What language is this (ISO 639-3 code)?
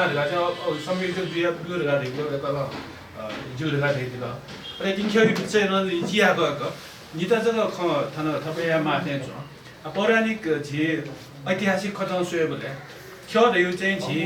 new